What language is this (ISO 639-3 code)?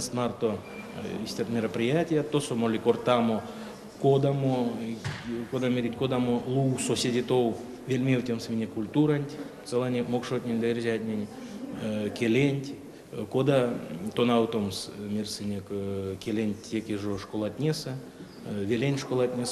myv